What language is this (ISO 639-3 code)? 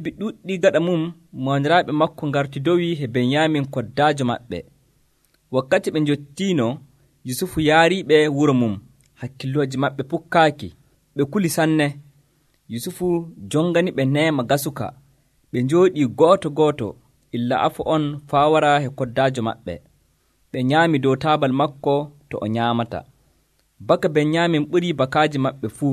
fuv